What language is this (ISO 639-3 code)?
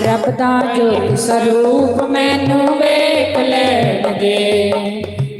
doi